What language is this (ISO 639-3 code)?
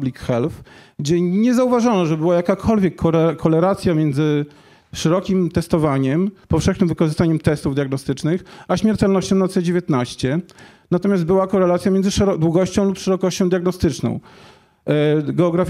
pol